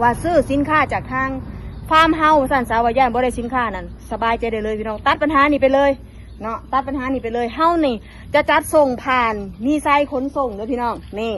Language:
Northeastern Thai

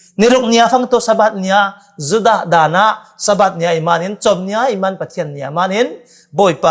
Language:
Falam Chin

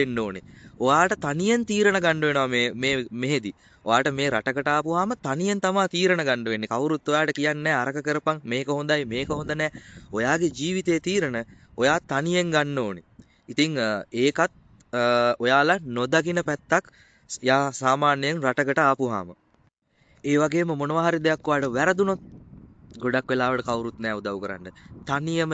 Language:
Sinhala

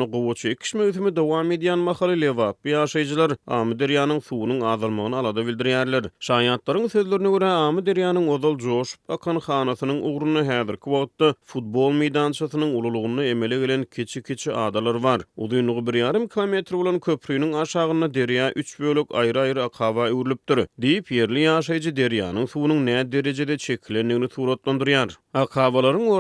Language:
Turkmen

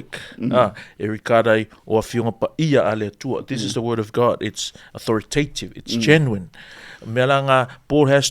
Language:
Samoan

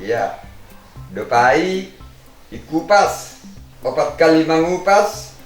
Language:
Batak Simalungun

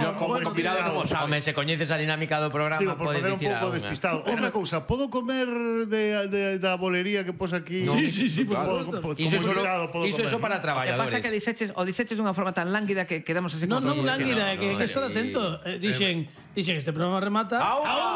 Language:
Galician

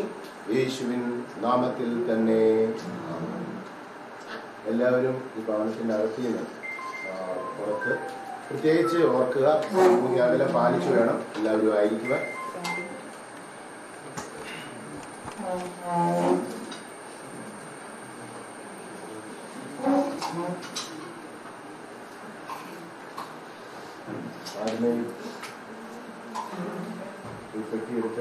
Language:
Malayalam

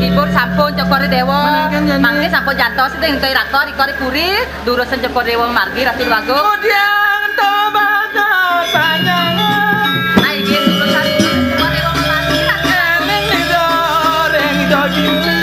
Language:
Balinese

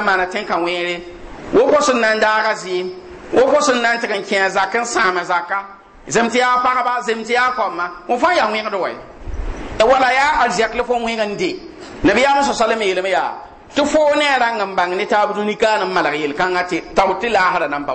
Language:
Mossi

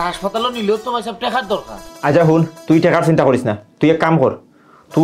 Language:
Sylheti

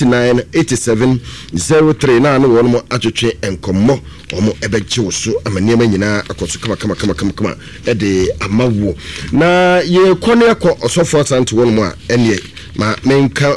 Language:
Akan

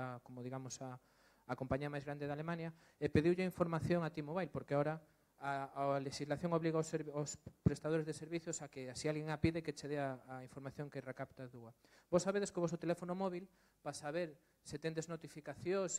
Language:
Galician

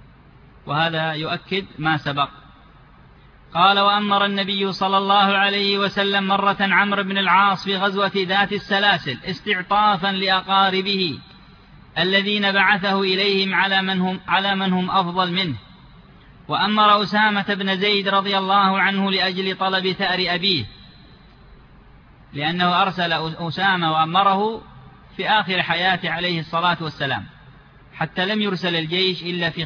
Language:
Arabic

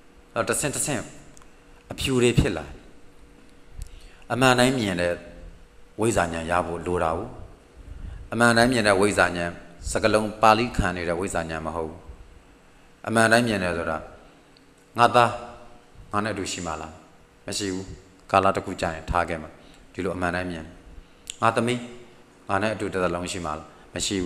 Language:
Burmese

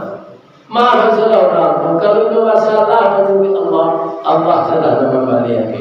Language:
Minangkabau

